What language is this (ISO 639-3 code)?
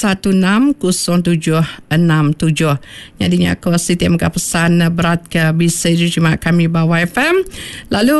iba